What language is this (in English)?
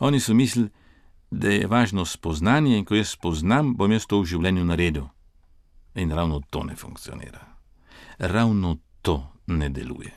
Slovenian